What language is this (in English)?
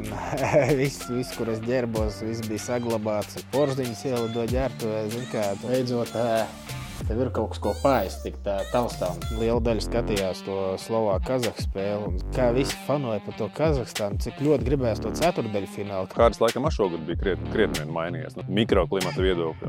Latvian